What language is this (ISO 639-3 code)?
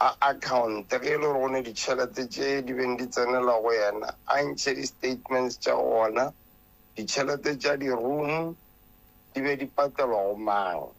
nso